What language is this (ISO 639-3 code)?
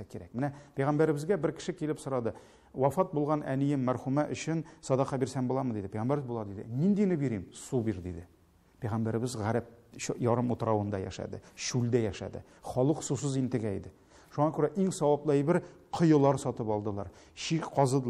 tat